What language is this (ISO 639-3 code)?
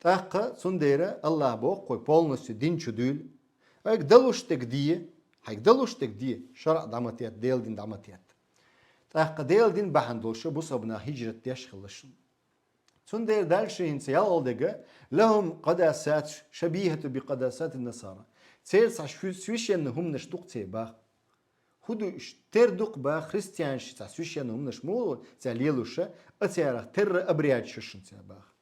che